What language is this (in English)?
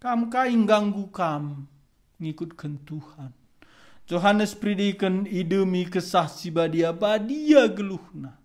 Batak Karo